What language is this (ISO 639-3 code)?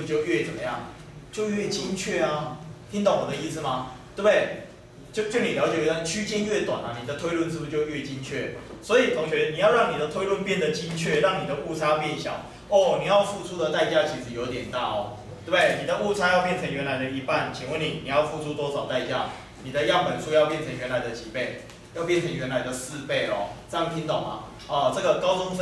zho